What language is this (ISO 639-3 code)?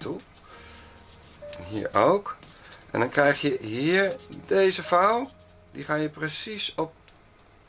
nld